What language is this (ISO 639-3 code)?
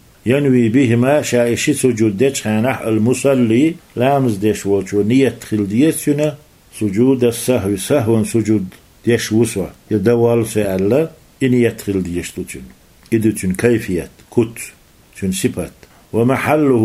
che